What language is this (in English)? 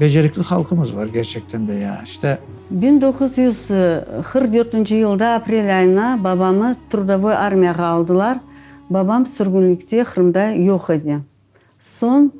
Crimean Tatar